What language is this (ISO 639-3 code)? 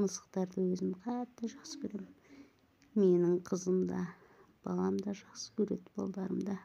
kaz